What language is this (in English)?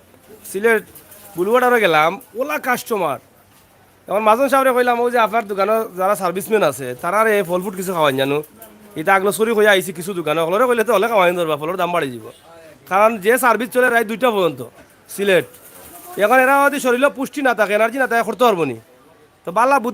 Sylheti